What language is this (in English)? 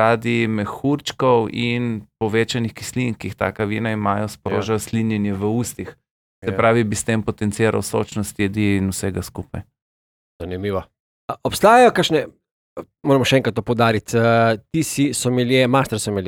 Slovenian